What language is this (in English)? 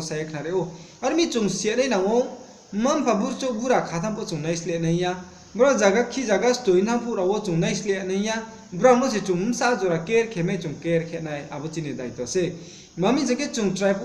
Riang (India)